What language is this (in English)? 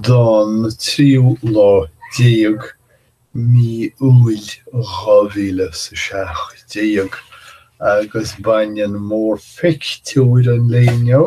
Irish